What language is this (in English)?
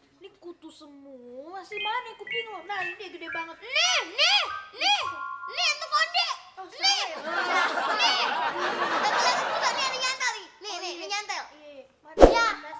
Betawi